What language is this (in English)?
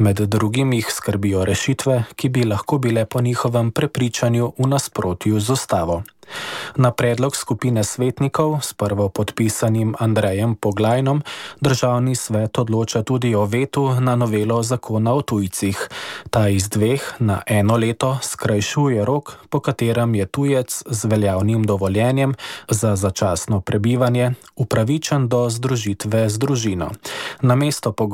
Slovenian